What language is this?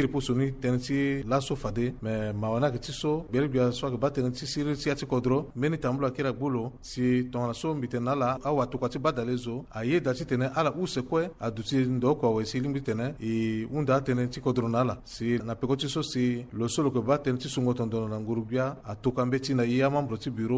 Sango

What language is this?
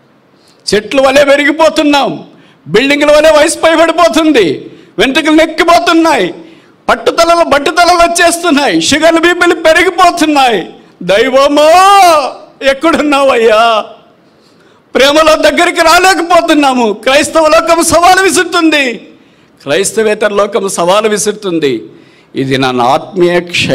Telugu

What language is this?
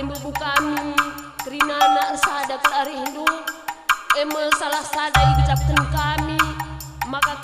Batak Karo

